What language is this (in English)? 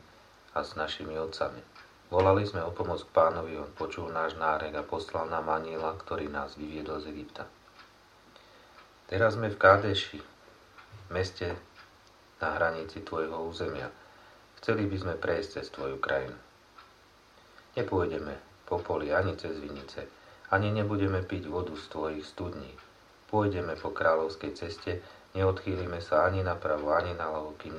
Slovak